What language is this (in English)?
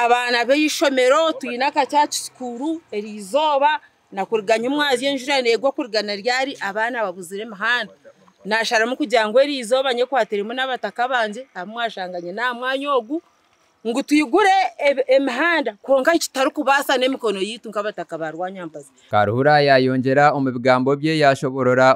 Nyankole